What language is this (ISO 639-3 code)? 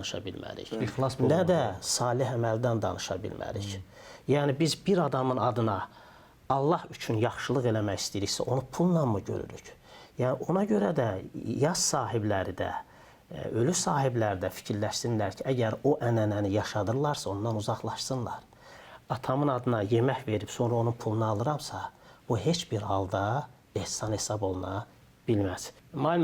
aze